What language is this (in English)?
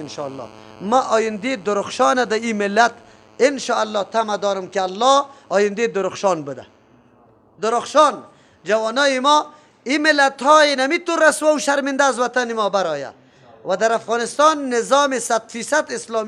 Persian